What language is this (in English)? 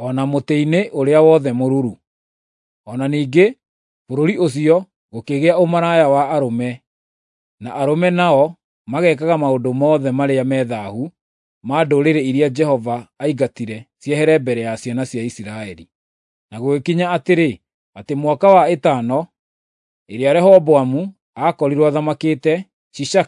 Kikuyu